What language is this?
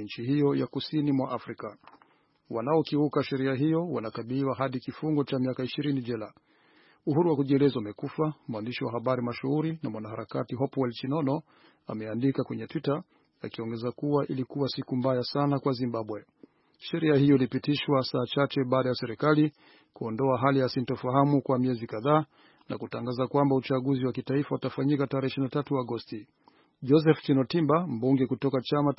Swahili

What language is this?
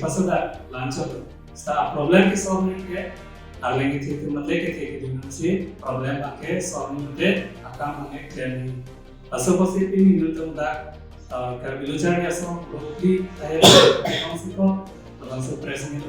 Karbi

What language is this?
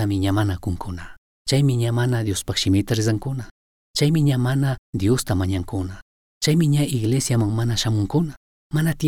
Chimborazo Highland Quichua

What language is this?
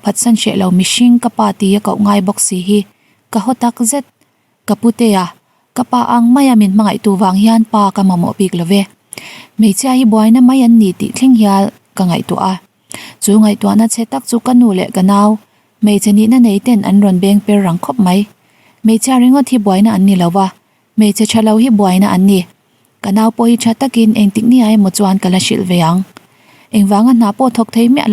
Mizo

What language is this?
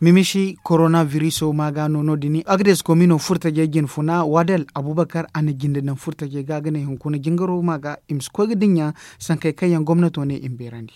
Zarma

